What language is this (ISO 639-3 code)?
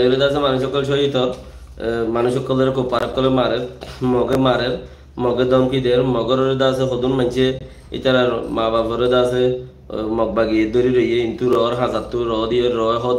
rhg